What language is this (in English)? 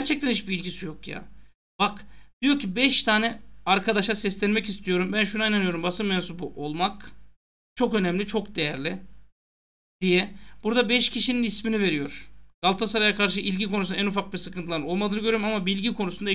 Turkish